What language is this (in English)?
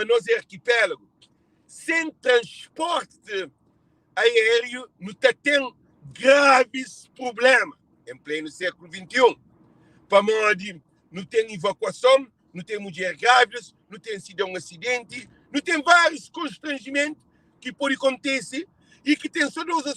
Kabuverdianu